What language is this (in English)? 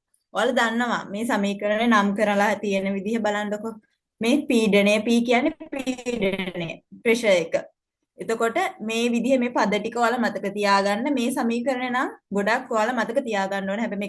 Sinhala